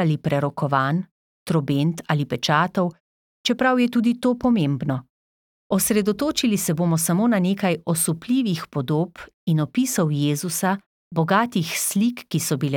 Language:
Slovenian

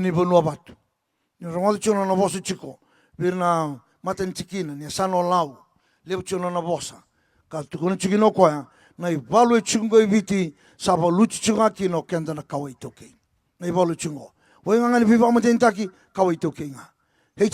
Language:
Fijian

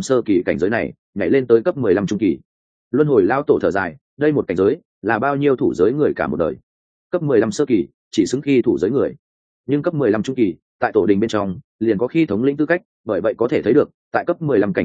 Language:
Vietnamese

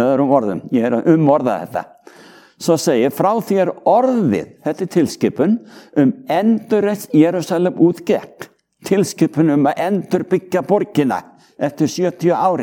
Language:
Icelandic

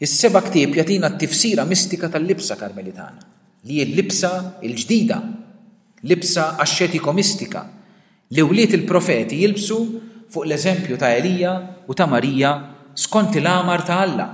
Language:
Maltese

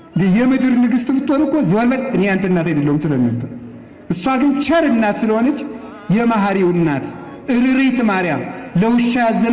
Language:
Amharic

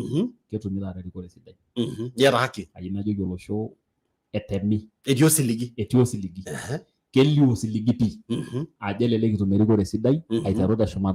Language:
Masai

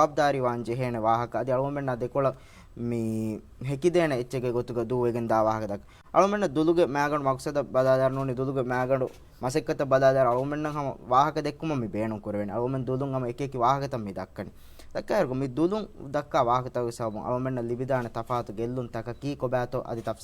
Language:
Divehi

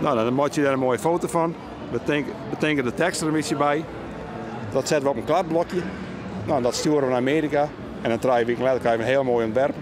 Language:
Western Frisian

